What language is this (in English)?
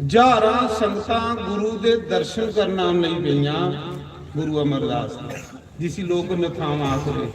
Dogri